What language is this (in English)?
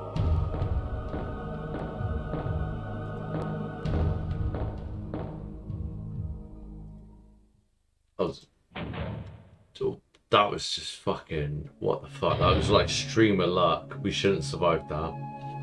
English